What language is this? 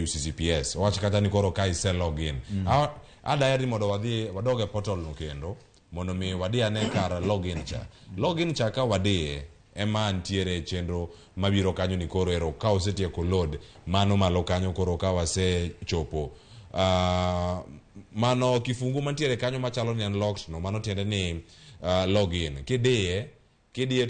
Luo (Kenya and Tanzania)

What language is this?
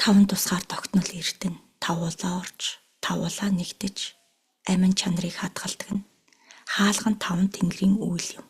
Mongolian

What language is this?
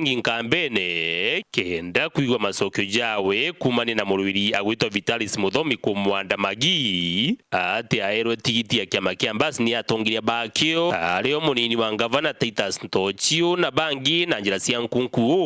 Meru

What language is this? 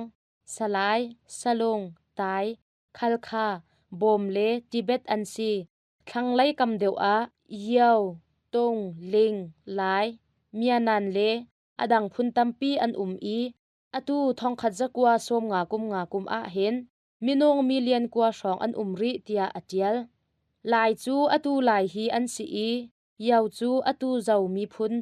Hakha Chin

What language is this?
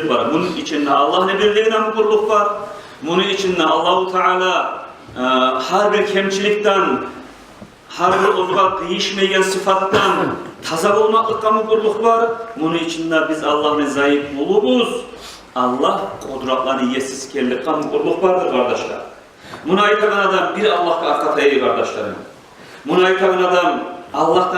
Kumyk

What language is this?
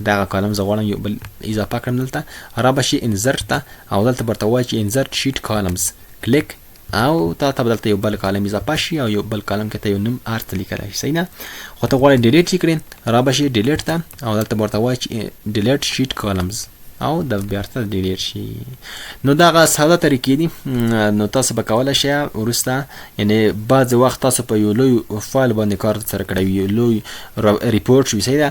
Pashto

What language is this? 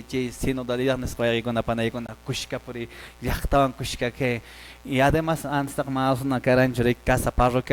Quechua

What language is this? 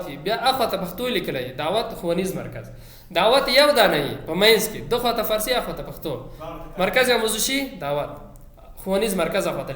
Pashto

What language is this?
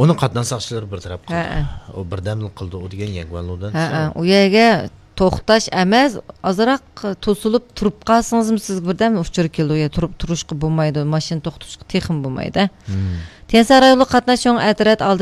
Uyghur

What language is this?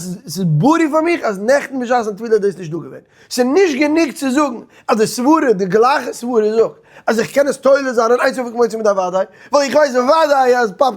Yiddish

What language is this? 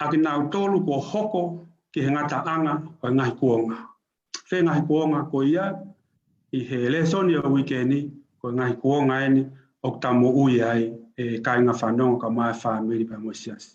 Tongan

